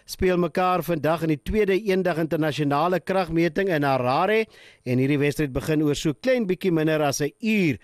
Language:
Afrikaans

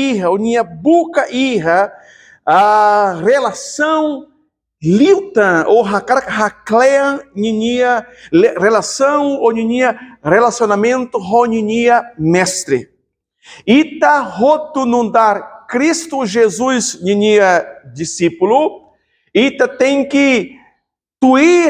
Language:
Tetum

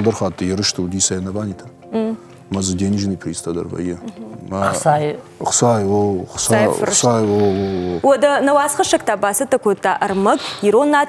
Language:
Ossetic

